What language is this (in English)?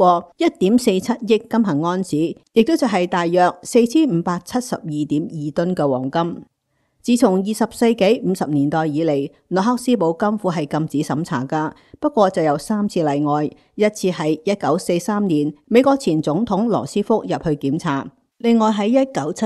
Cantonese